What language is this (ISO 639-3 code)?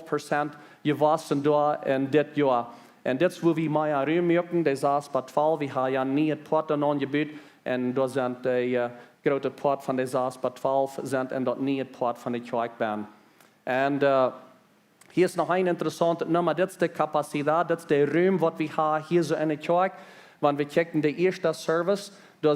pdt